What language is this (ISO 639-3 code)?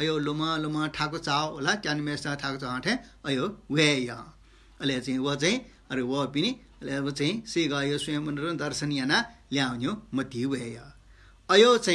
new